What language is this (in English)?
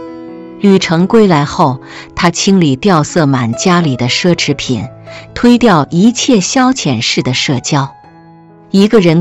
Chinese